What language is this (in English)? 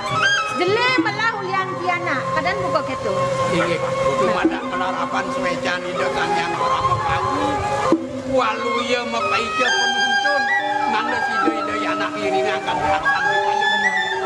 Balinese